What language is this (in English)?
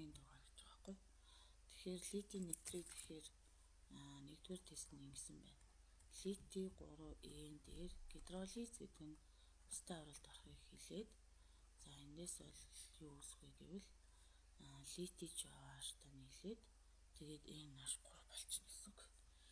Mongolian